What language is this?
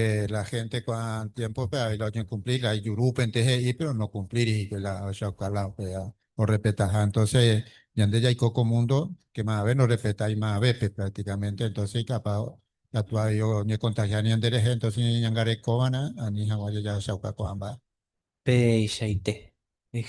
Guarani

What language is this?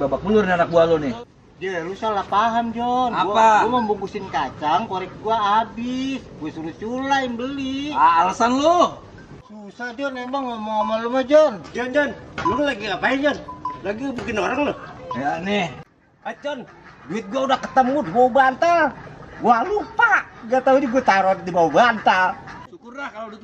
Betawi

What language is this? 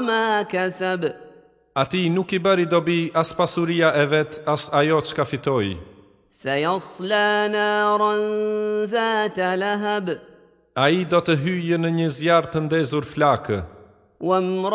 Albanian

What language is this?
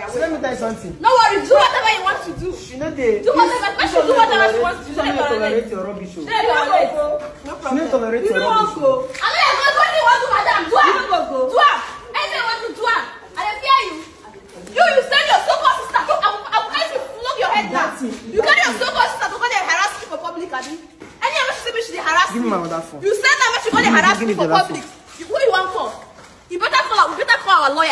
Nigerian Pidgin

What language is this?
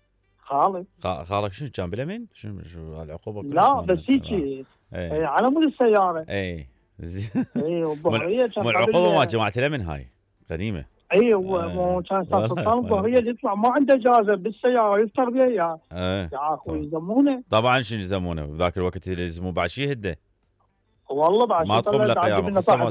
Mesopotamian Arabic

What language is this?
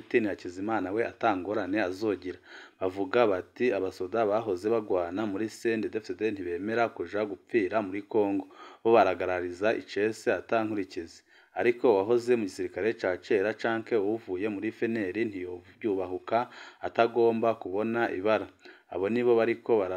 Rundi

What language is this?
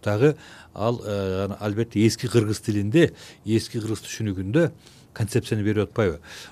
Kyrgyz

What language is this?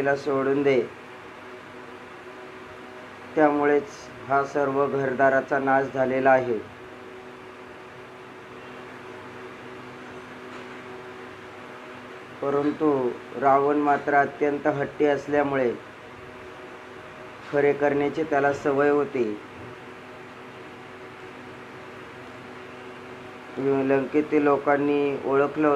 Marathi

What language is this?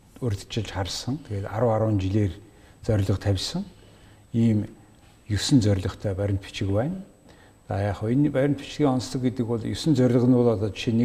Mongolian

